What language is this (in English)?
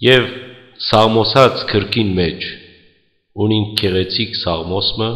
Western Armenian